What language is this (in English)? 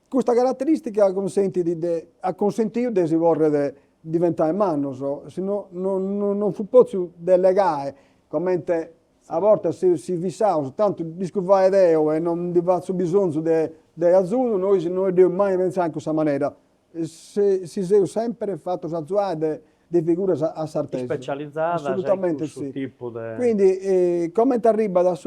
Sardinian